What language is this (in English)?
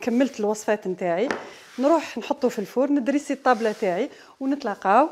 Algerian Arabic